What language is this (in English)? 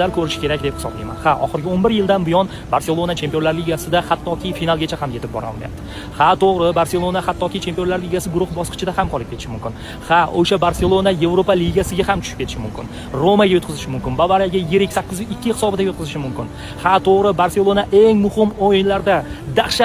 Uzbek